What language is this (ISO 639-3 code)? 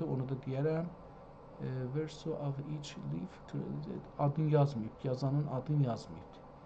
azb